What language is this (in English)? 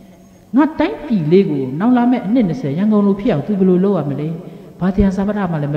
Burmese